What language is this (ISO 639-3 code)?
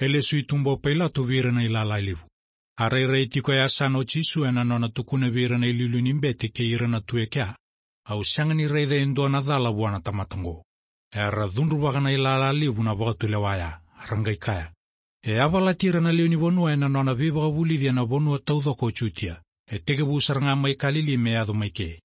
fij